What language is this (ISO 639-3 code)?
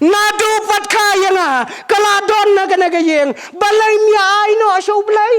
kha